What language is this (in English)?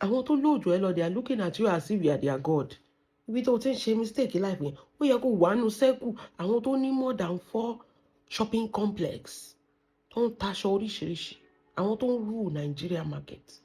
Yoruba